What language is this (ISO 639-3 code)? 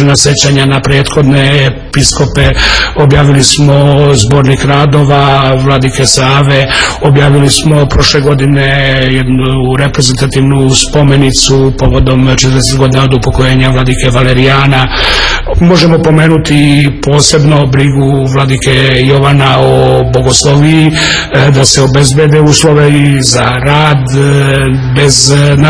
srp